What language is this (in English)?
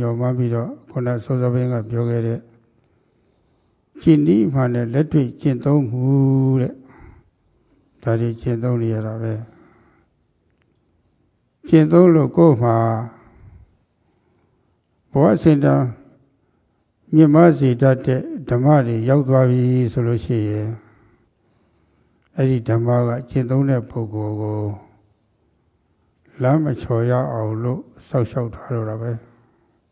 Burmese